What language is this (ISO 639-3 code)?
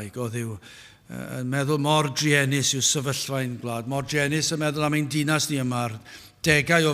cym